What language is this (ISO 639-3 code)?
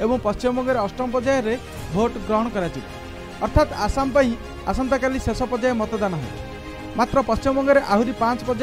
ori